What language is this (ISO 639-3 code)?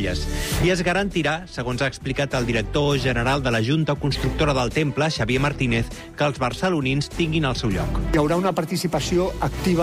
cat